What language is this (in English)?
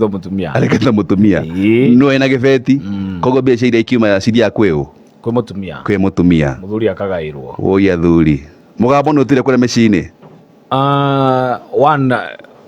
Kikuyu